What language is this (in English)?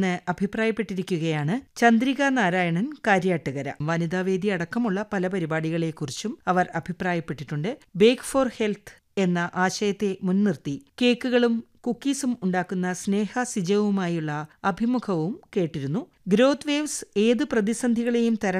Malayalam